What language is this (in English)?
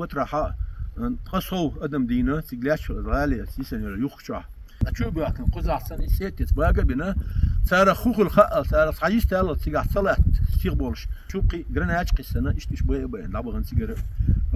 Chechen